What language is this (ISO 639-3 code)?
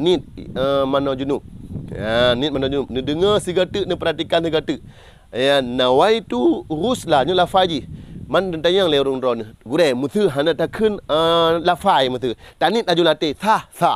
ace